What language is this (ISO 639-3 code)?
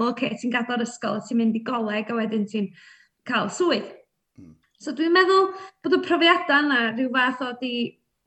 cym